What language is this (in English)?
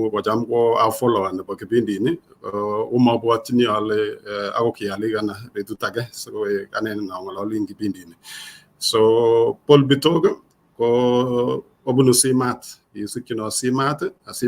Kalenjin